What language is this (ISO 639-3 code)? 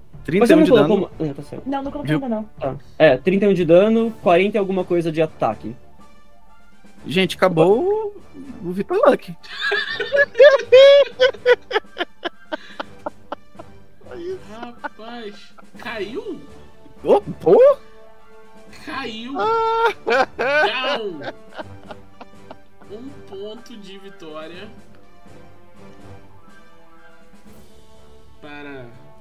por